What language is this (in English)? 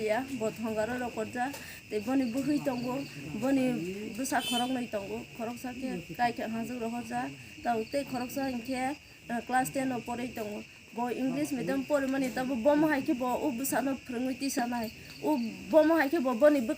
Kok Borok